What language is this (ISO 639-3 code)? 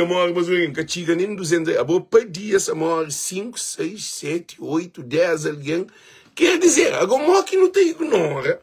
kea